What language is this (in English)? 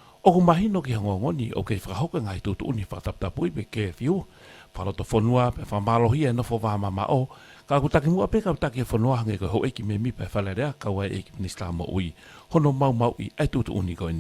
Tongan